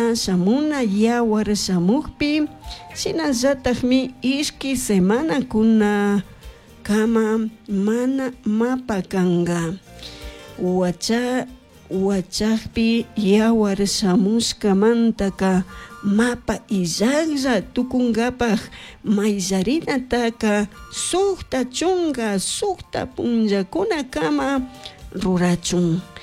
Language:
Chimborazo Highland Quichua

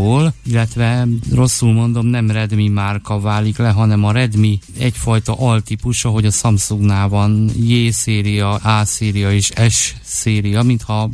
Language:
Hungarian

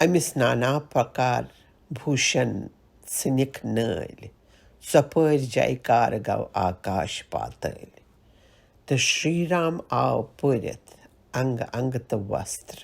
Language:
Kashmiri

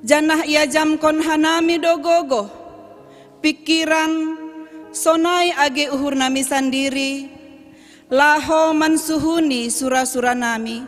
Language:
Batak Simalungun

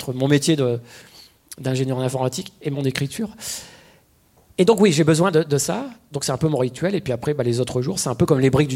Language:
French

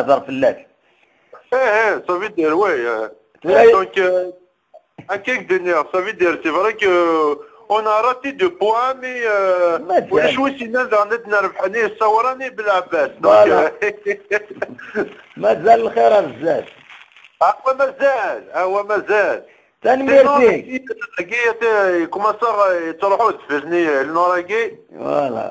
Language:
Kabyle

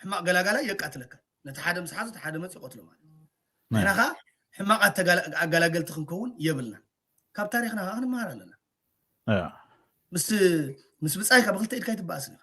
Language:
Tigrinya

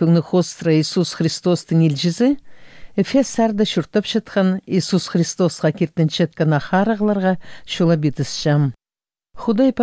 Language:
Khakas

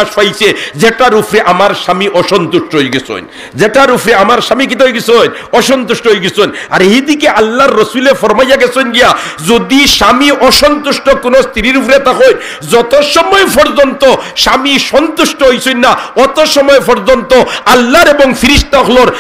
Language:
Sylheti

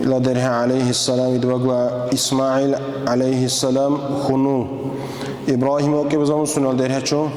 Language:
Dargwa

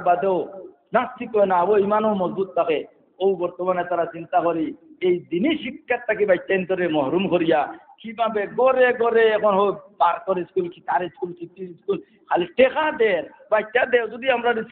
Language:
Sylheti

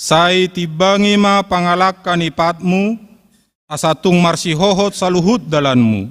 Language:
Batak Toba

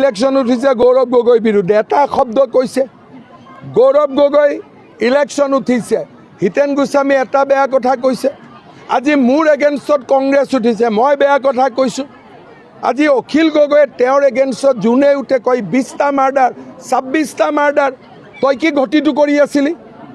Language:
Assamese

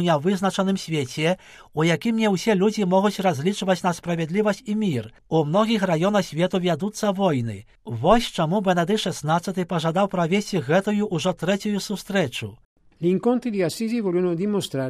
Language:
Belarusian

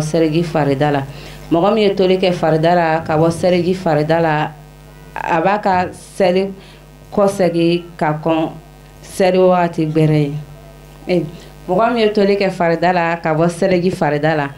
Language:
Bambara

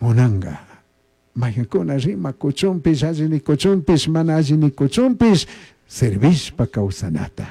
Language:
Chimborazo Highland Quichua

